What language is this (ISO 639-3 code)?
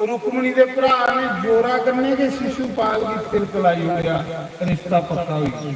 doi